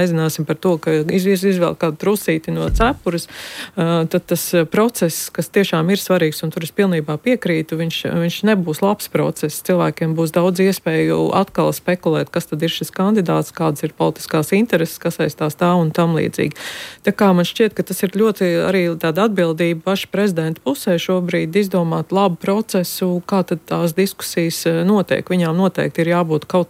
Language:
Latvian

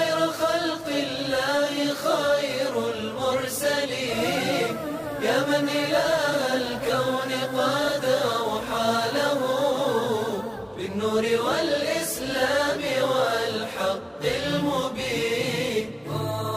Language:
Bosnian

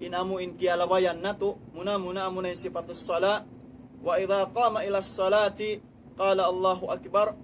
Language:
Tausug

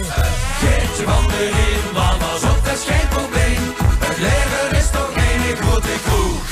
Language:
Limburgish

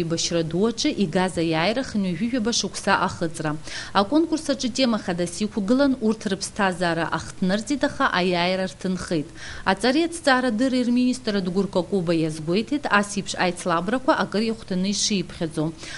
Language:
Abkhazian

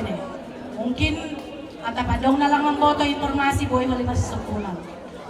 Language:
Batak Simalungun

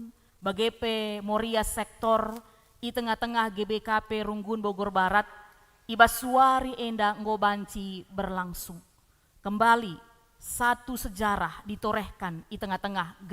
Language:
Batak Karo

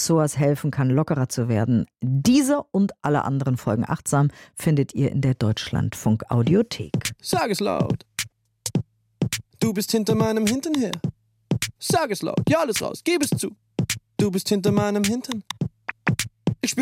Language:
German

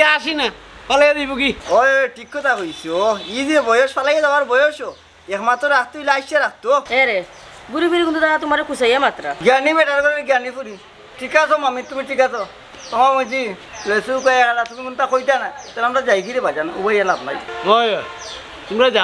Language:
Sylheti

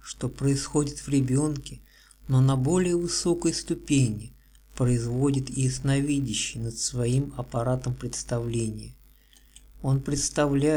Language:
Russian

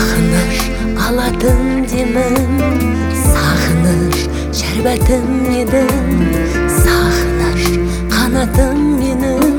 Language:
Kazakh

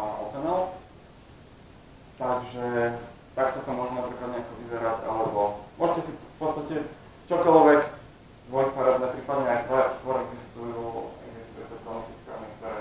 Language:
Slovak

